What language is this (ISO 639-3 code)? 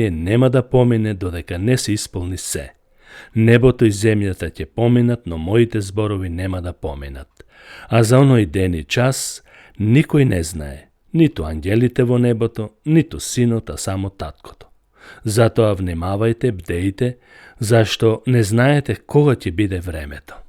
mkd